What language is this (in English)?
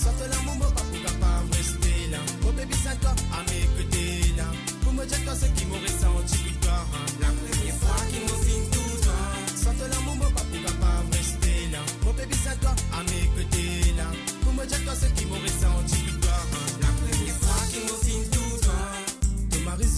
Morisyen